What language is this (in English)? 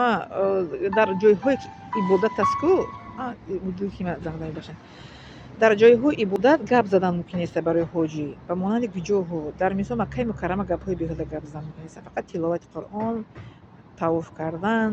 Tajik